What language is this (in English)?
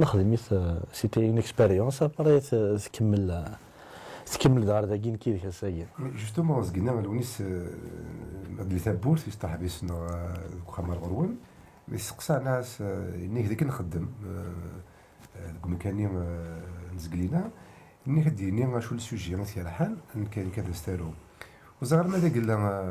Kabyle